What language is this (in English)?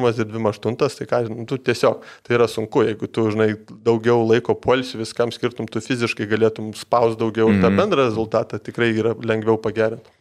Lithuanian